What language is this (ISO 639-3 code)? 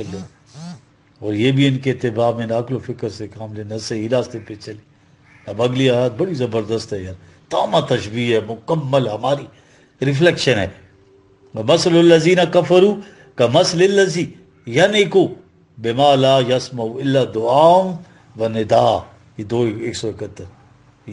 urd